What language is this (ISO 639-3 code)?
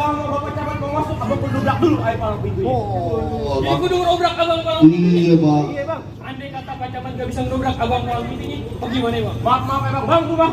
bew